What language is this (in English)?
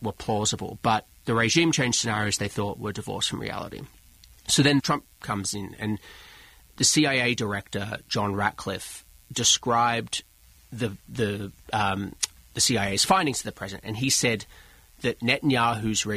English